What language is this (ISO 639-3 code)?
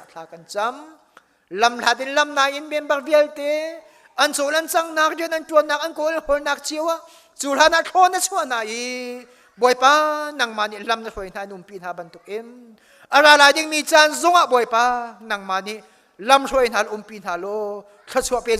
cnh